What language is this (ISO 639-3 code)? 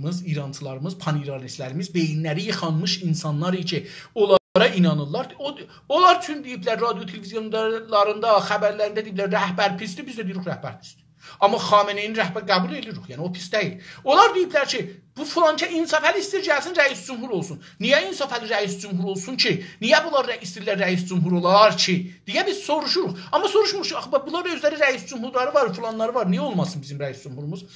azb